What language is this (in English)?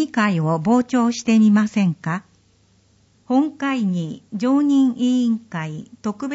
Japanese